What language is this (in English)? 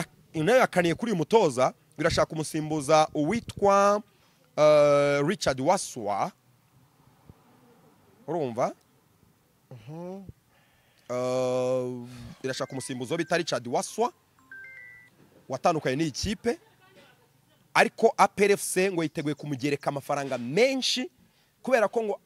Kinyarwanda